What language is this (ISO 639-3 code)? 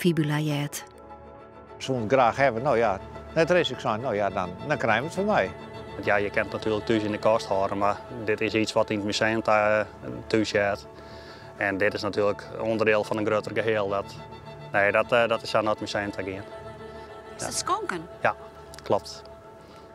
fry